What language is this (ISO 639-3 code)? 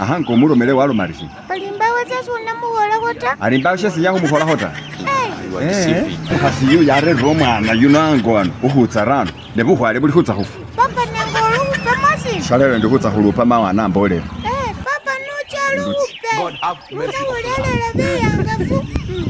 myx